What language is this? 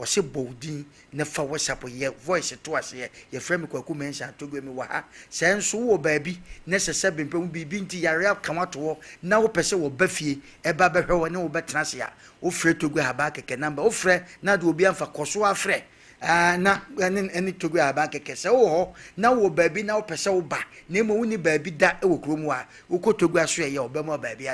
Akan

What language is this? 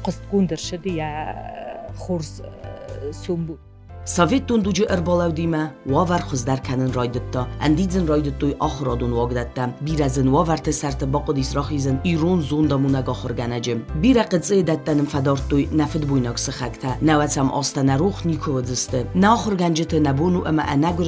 Ossetic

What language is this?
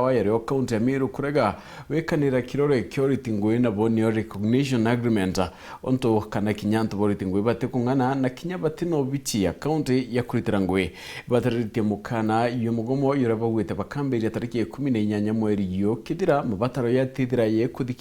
Meru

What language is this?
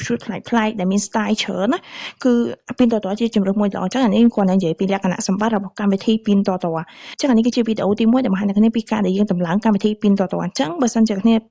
Khmer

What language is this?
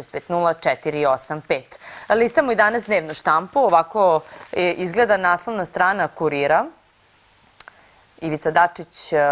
Serbian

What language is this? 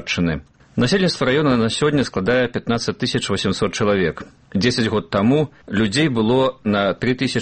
Belarusian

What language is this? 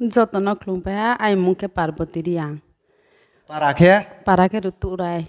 Riang (India)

